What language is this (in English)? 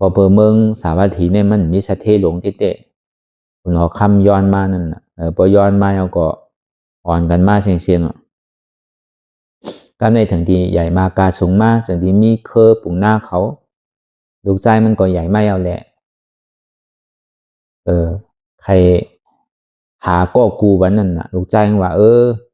Shan